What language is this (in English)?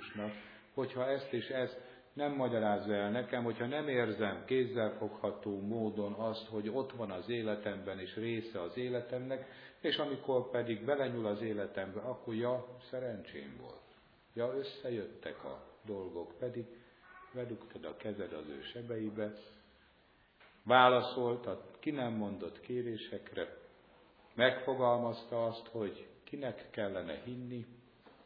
Hungarian